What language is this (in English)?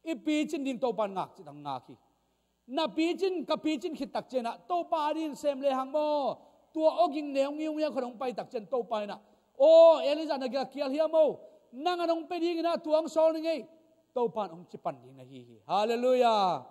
Tedim Chin